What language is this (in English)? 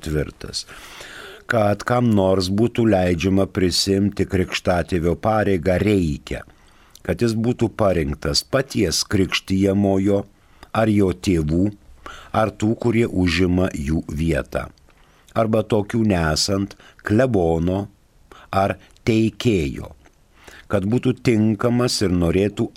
Lithuanian